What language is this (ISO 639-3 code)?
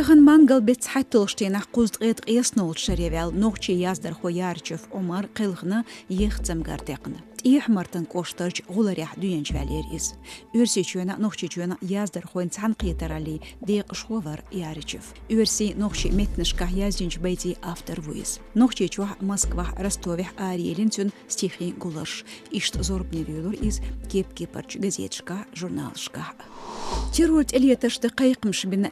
che